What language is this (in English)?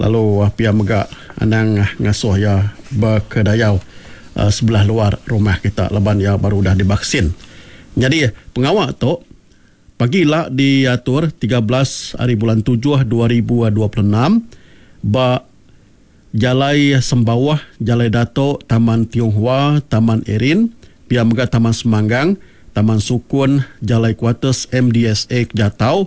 Iban